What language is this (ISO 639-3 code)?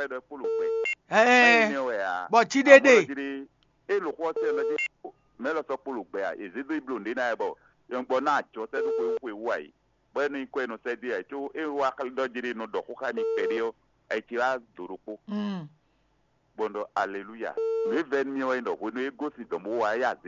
fon